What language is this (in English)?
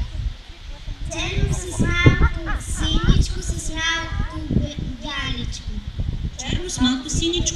Bulgarian